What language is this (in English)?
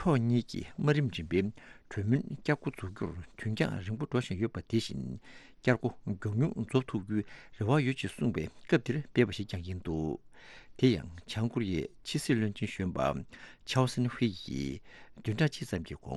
Tibetan